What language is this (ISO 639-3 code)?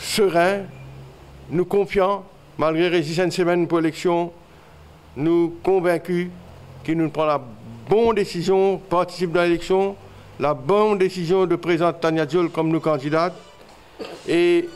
mfe